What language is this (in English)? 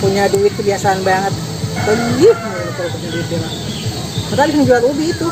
Betawi